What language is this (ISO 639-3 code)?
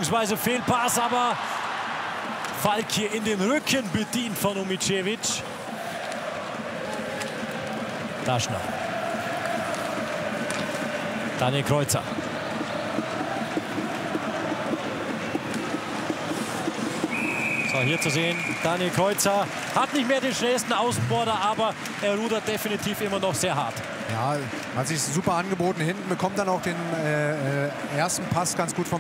deu